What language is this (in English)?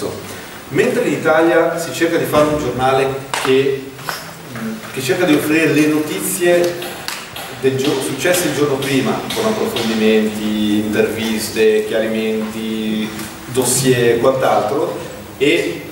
Italian